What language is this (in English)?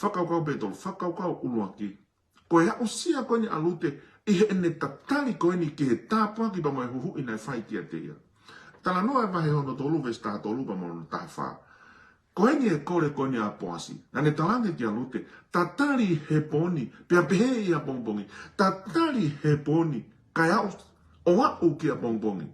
Tongan